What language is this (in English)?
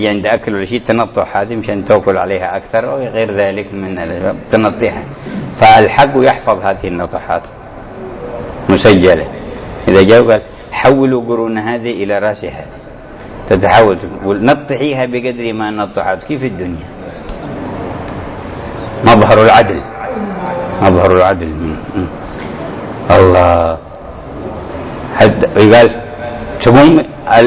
Arabic